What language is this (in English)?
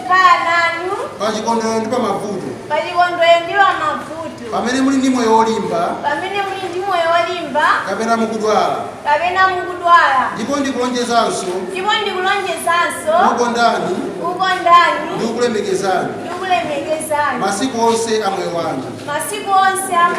Nyanja